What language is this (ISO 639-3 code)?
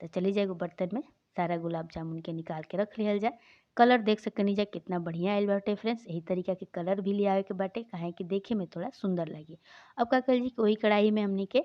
bho